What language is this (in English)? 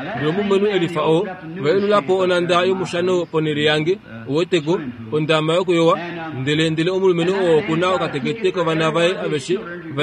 Kuanyama